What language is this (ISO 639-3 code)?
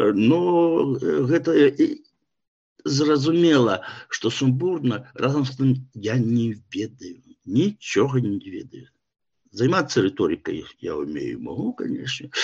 bel